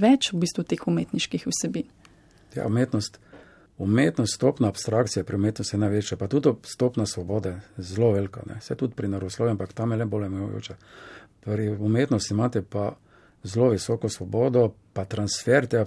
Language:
Slovenian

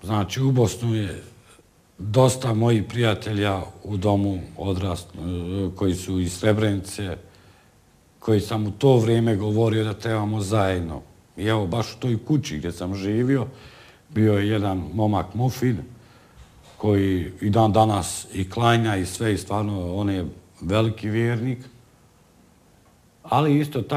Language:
Bosnian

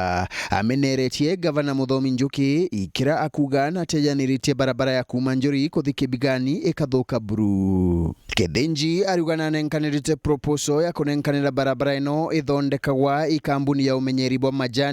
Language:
Meru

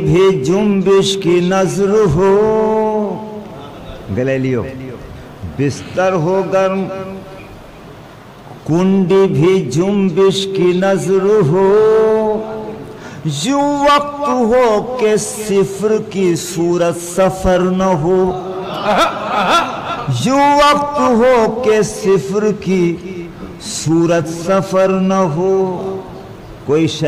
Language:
Urdu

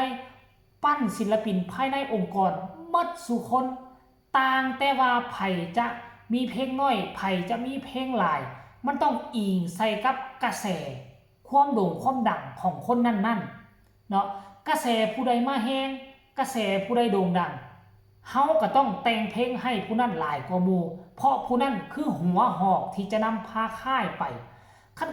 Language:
Northeastern Thai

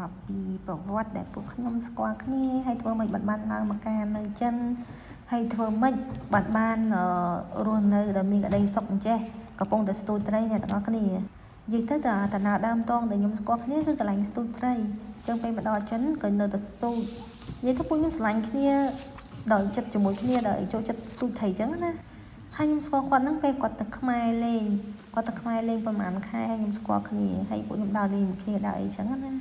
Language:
Khmer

